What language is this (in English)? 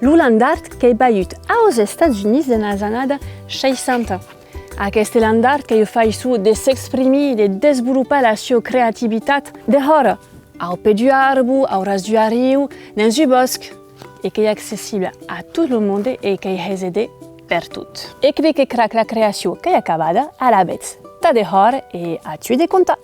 Occitan